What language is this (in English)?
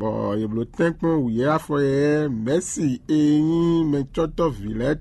Fon